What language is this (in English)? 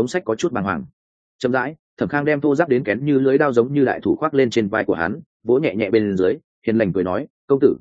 Vietnamese